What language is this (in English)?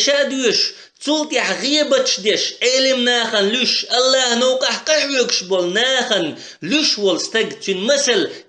Chechen